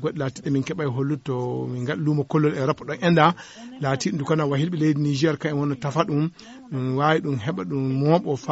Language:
Fula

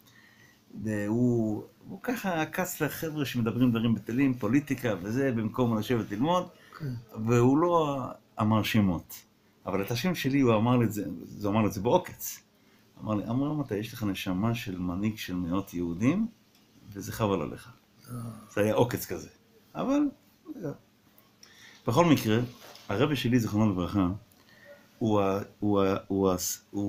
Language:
Hebrew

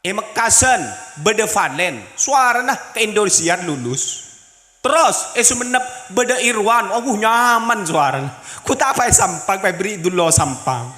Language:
Madurese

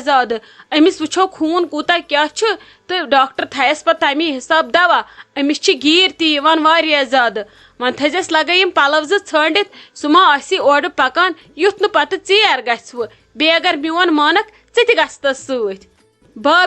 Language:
Kashmiri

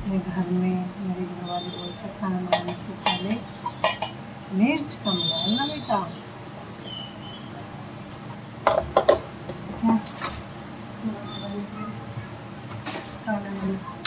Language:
Hindi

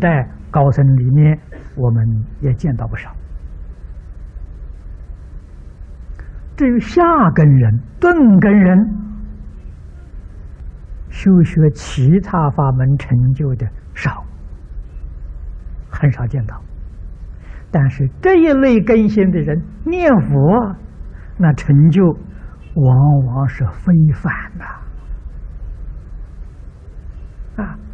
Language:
Chinese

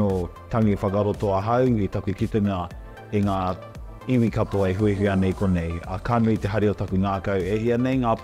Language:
Māori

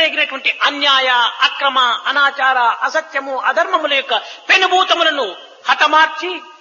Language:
Telugu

